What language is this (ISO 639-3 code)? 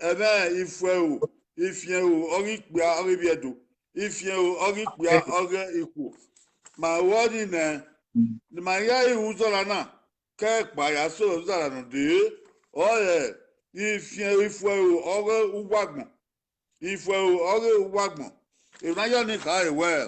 bin